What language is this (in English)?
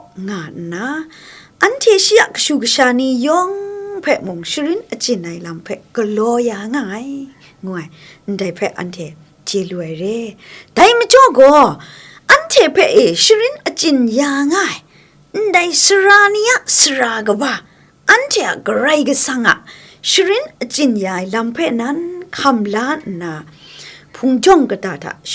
Kachin